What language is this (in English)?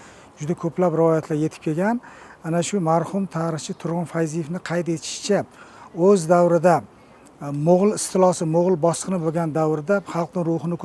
Uzbek